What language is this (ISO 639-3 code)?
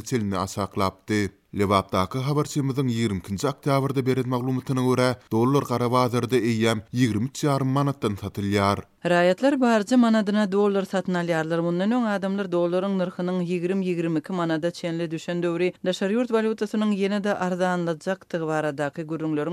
tuk